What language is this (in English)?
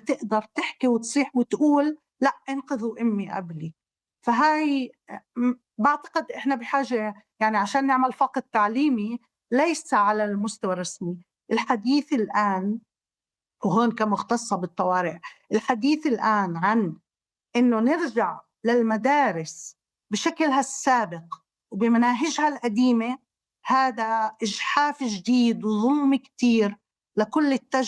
North Levantine Arabic